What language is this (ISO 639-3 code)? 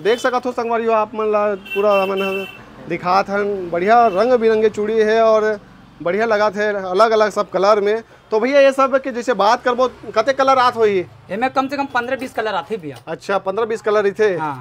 hne